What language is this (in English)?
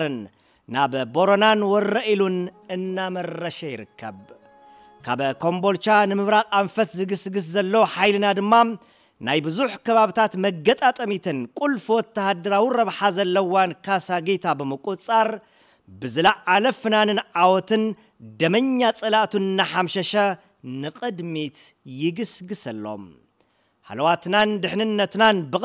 Tigrinya